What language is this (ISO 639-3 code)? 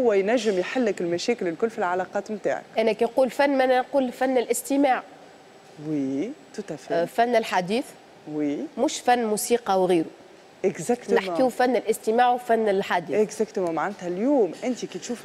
aeb